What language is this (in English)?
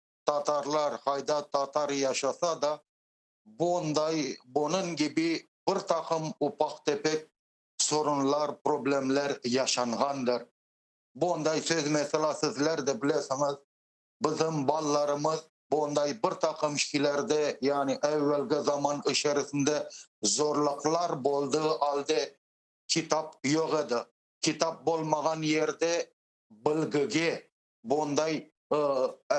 Crimean Tatar